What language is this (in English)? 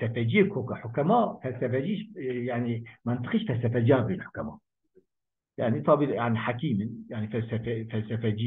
Kurdish